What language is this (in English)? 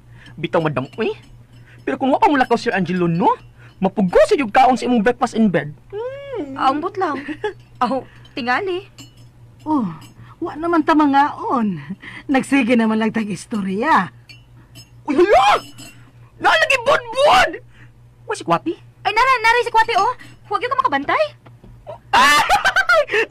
Cebuano